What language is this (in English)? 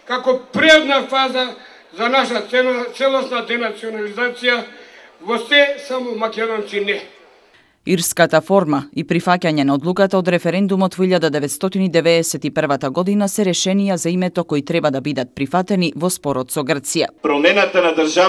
Macedonian